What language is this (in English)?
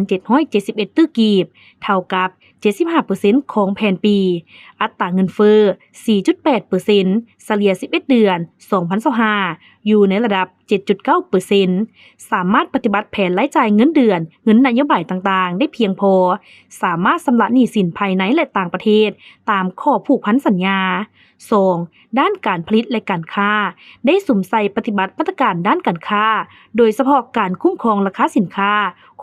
Lao